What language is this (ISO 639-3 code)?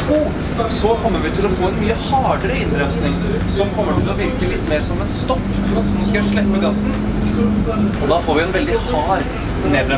nor